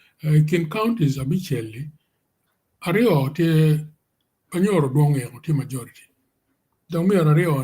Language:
Acoli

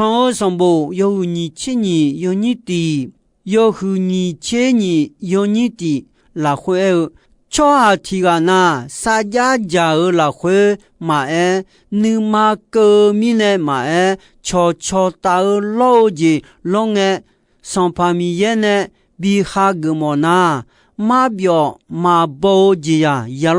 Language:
Akha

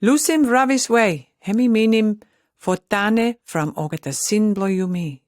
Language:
Pijin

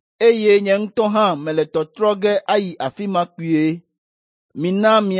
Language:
Ewe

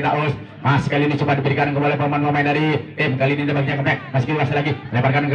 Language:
Indonesian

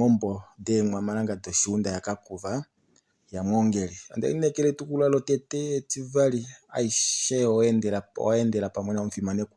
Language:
Kuanyama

